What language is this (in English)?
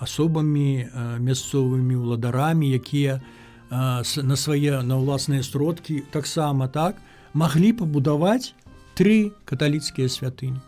Belarusian